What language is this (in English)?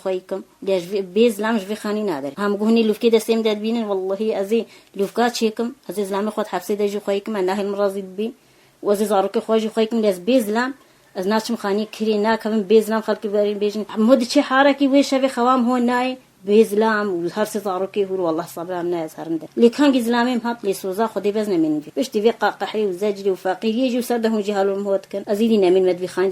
Kurdish